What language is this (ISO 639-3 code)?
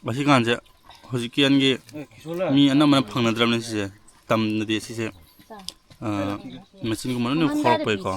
mni